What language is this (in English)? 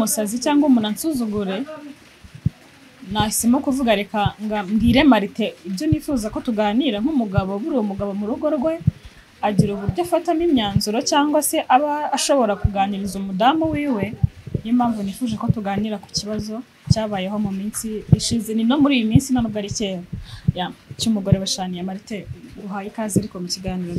Kinyarwanda